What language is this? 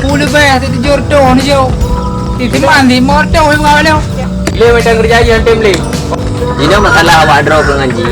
Achinese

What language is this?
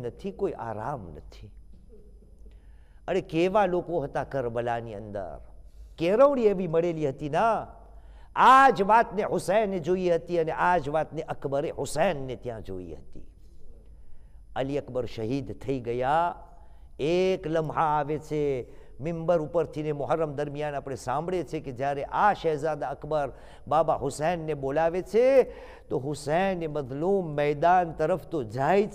Gujarati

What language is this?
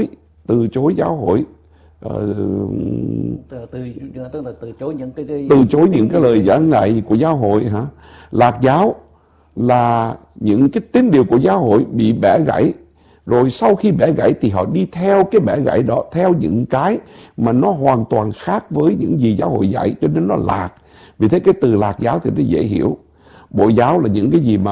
Vietnamese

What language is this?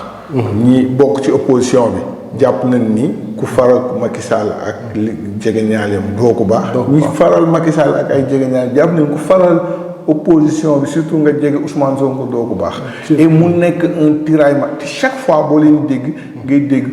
Wolof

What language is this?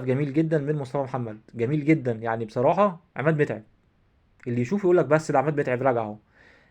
Egyptian Arabic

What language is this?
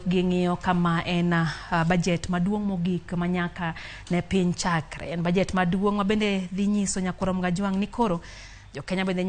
Luo (Kenya and Tanzania)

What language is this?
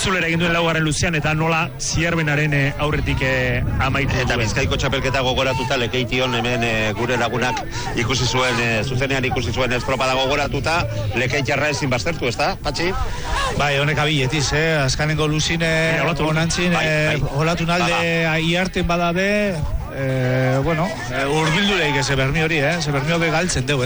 Basque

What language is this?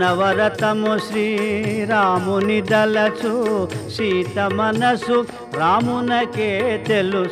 Telugu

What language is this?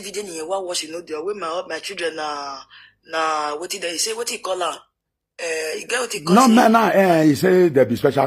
Nigerian Pidgin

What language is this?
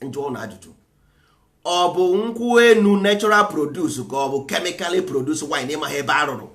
Igbo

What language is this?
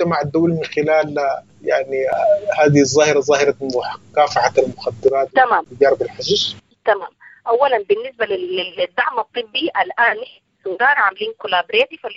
Sudanese Arabic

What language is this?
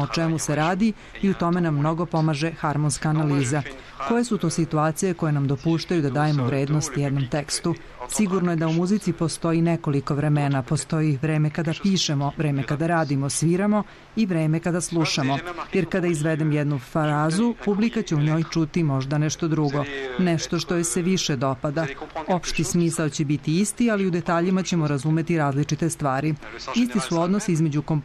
Serbian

